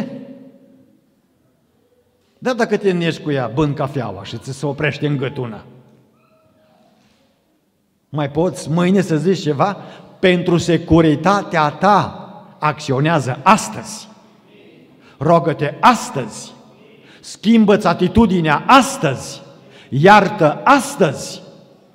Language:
Romanian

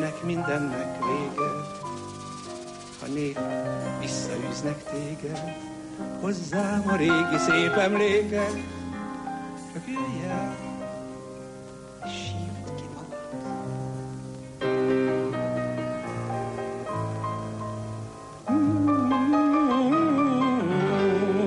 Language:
Hungarian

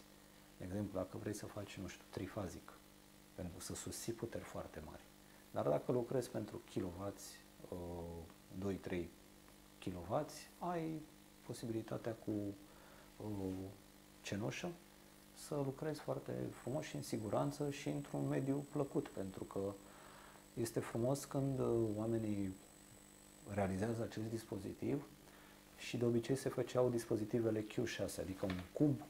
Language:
Romanian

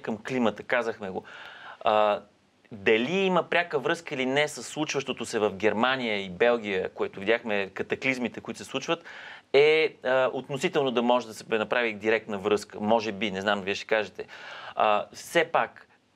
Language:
Bulgarian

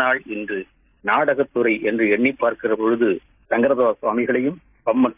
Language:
Tamil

